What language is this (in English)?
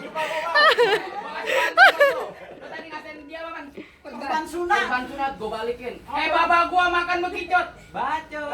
Betawi